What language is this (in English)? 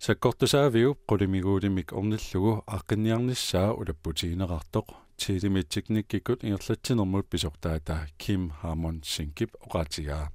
Kalaallisut